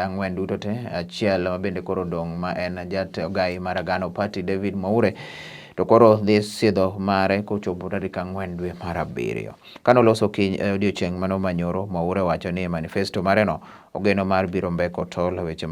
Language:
Luo (Kenya and Tanzania)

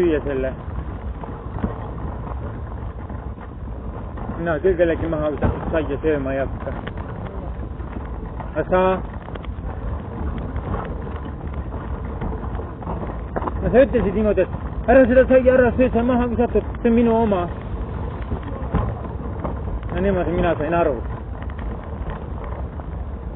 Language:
Estonian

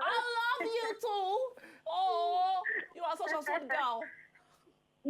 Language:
Nigerian Pidgin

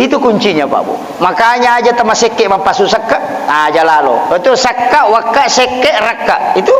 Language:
Buginese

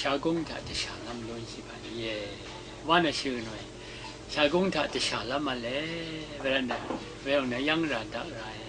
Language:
Rawang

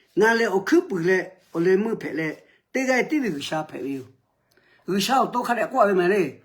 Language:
Lahu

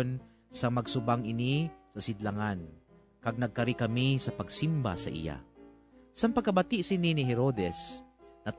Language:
Hiligaynon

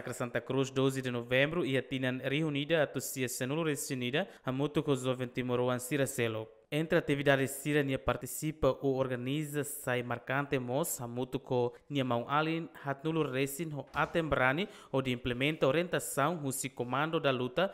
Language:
Tetum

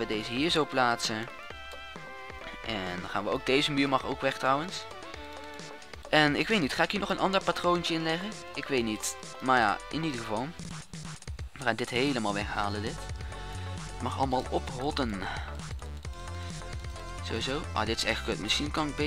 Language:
Dutch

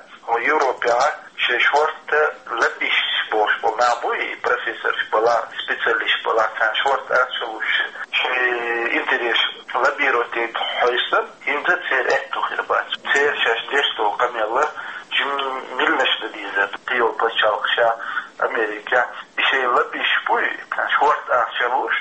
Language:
Chechen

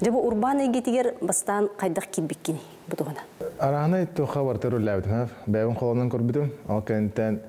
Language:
Yakut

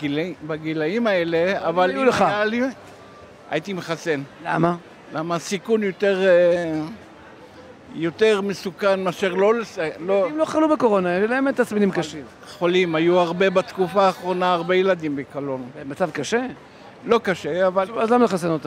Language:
Hebrew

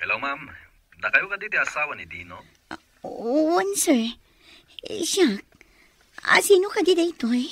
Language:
Iloko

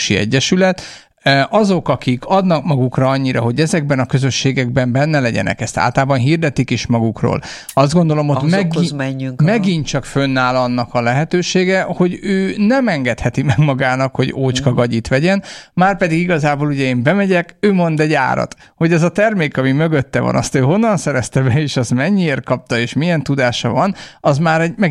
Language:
Hungarian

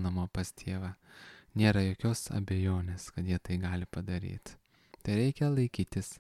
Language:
Lithuanian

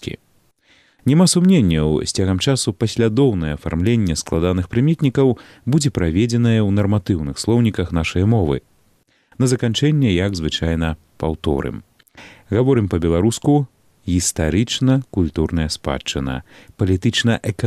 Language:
Belarusian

